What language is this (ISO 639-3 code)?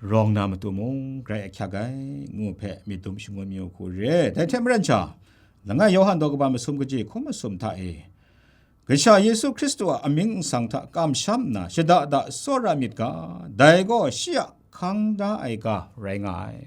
kac